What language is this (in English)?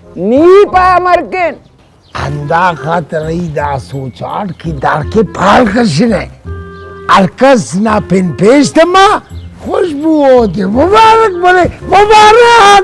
Brahui